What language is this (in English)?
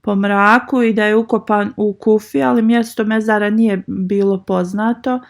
Bosnian